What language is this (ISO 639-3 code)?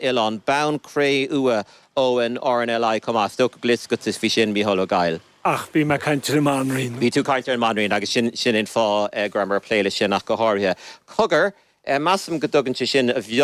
gle